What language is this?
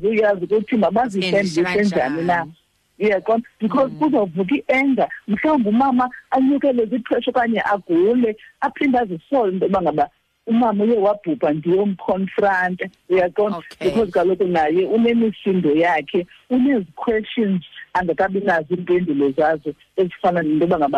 Xhosa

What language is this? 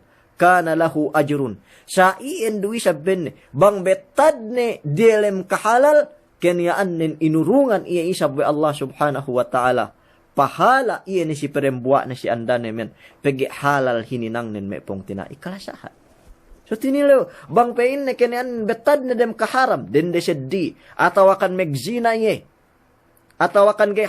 Yakan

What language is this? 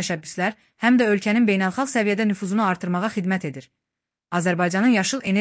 Azerbaijani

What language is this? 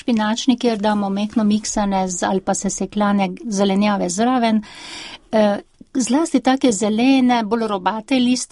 Slovenian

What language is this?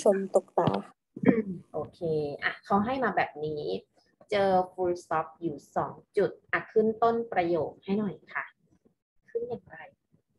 Thai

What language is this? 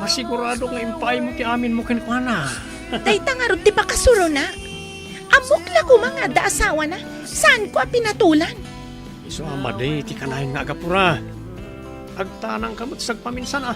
Iloko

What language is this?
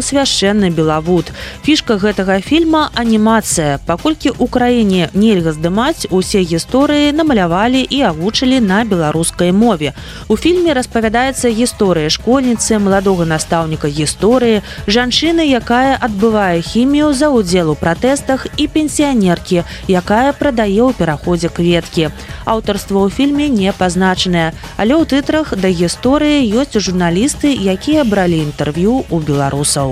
Belarusian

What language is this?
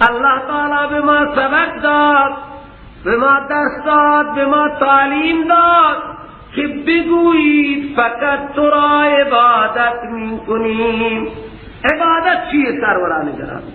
Persian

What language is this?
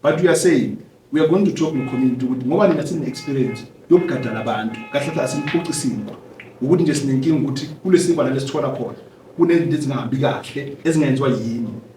Zulu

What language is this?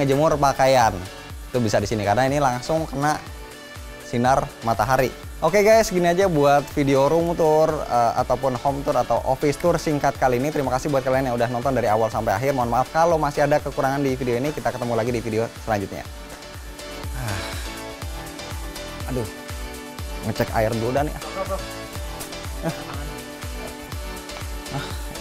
Indonesian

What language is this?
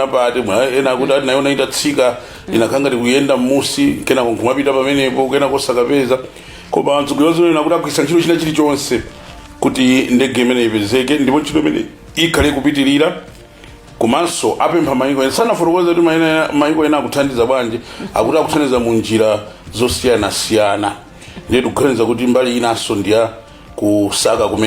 Nyanja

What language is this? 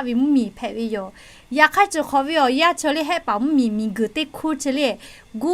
Lahu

